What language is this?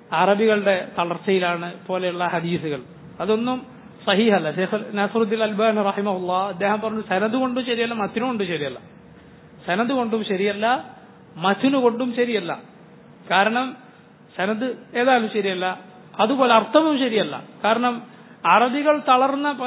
Malayalam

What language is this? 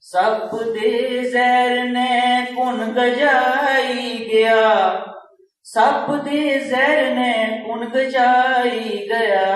Dogri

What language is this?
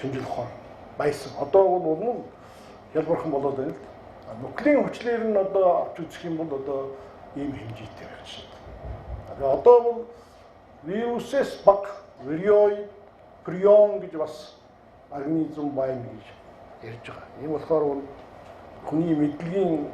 Mongolian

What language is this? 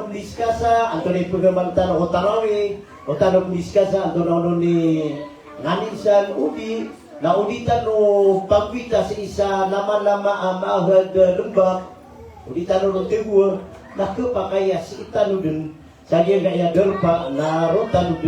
Maranao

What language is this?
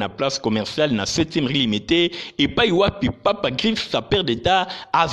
Lingala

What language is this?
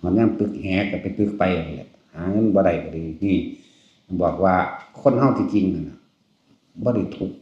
Northeastern Thai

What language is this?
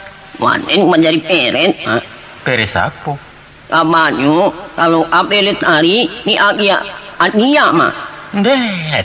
Minangkabau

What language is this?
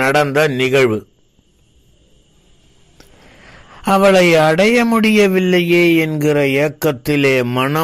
Tamil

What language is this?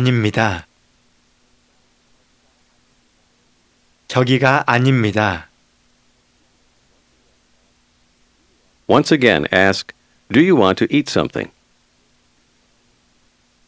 Korean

